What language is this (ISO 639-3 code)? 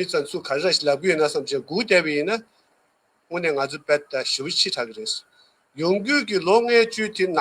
bod